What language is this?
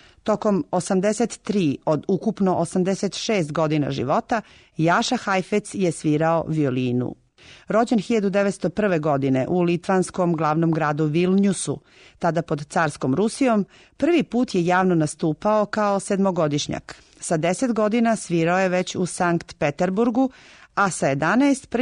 Serbian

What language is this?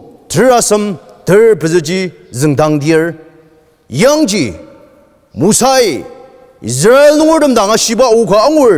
Ao Naga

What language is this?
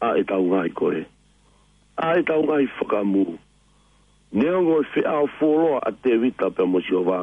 Tongan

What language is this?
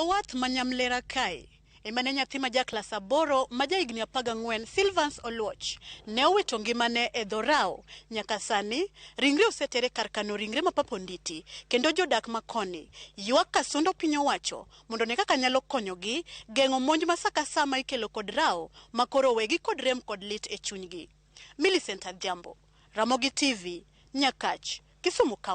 Luo (Kenya and Tanzania)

